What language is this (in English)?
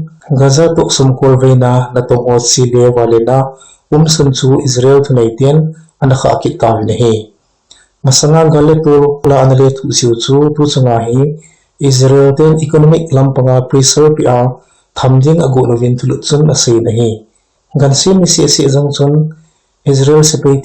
Thado Chin